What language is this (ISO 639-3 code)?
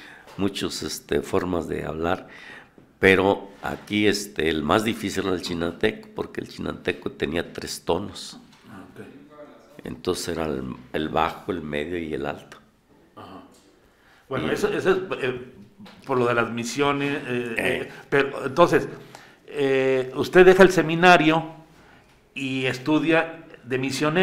spa